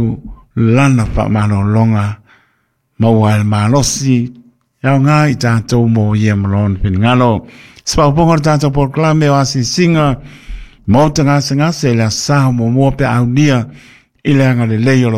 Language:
Samoan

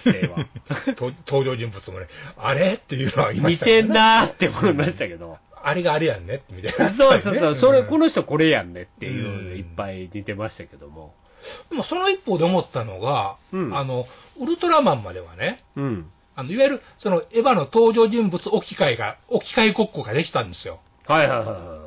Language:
Japanese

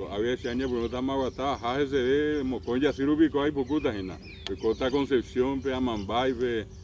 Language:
Guarani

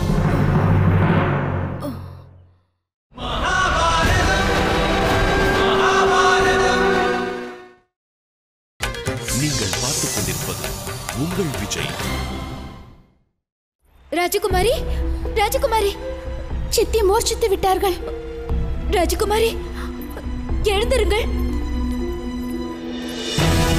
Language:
Tamil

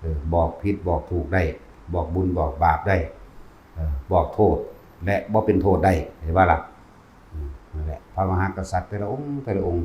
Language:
Northeastern Thai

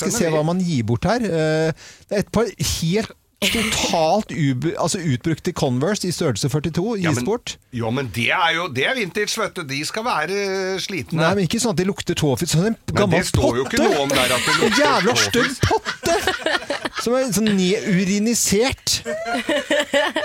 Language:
Norwegian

